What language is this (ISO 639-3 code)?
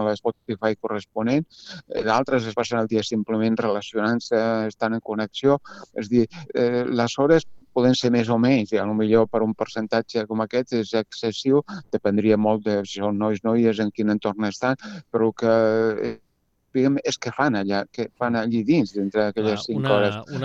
cat